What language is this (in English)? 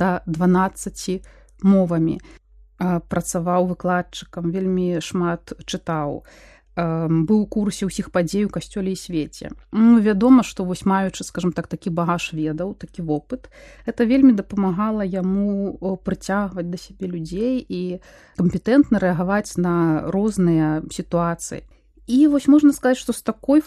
Belarusian